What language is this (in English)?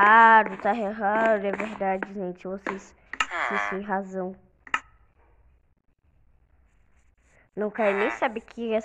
Portuguese